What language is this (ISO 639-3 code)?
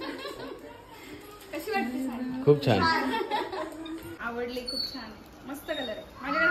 mar